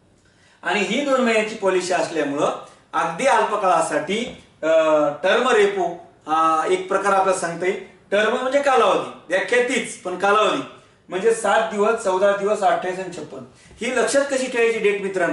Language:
Marathi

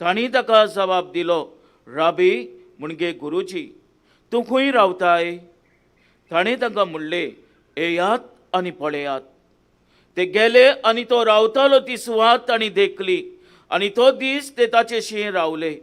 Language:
Konkani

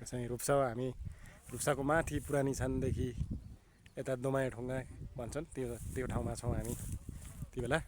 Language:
Nepali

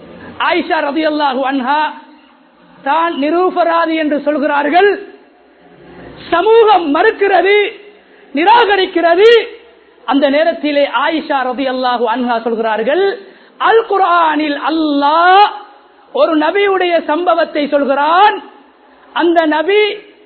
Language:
Tamil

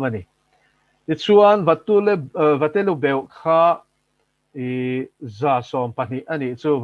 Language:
Mizo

